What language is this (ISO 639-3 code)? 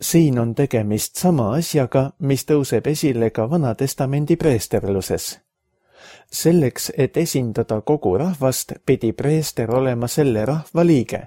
est